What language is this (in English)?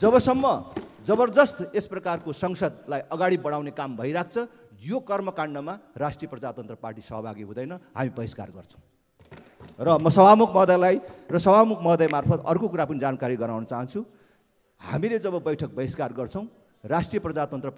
Nepali